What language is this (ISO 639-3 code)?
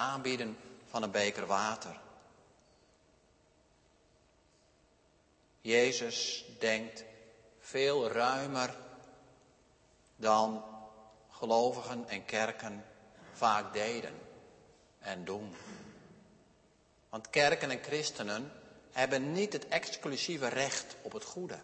nld